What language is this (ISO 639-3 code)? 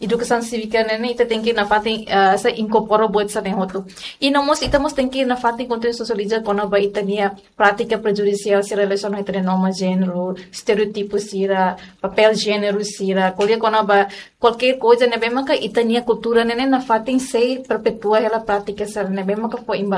tet